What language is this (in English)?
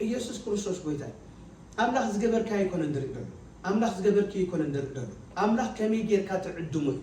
Tigrinya